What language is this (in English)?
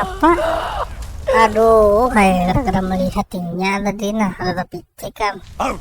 Banjar